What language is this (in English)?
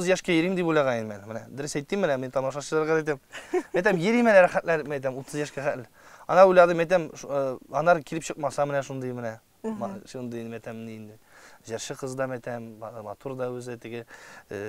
Tatar